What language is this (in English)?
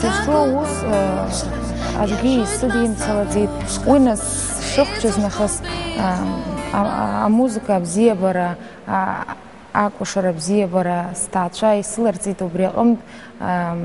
Abkhazian